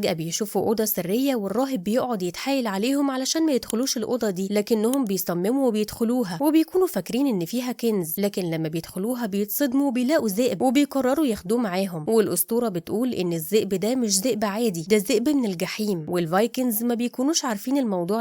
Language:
Egyptian Arabic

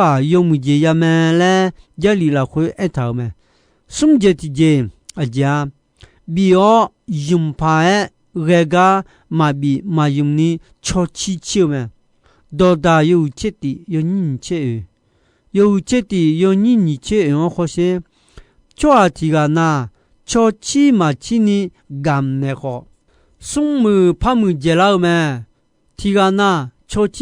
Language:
Akha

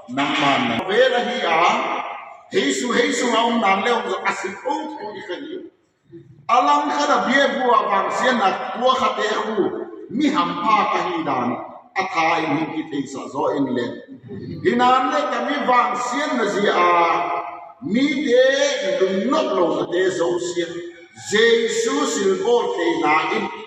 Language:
Tedim Chin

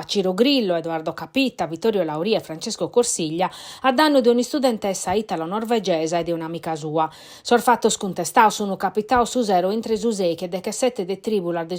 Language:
Sardinian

